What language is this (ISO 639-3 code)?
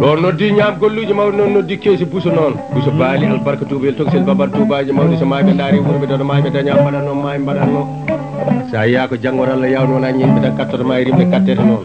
ful